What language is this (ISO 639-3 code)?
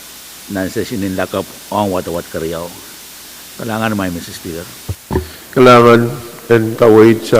pon